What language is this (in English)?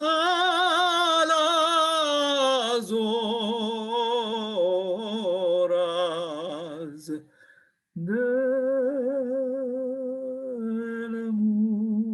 Ladino